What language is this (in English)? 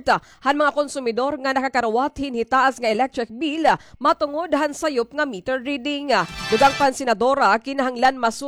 Waray